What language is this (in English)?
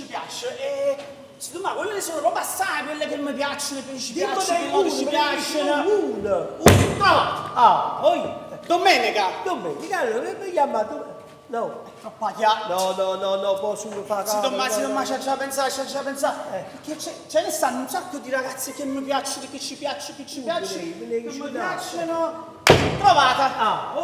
Neapolitan